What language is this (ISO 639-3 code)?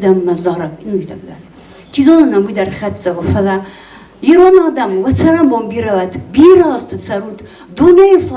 oss